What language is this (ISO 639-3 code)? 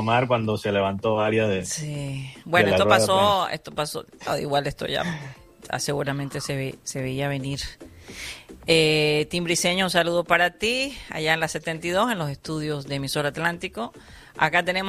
spa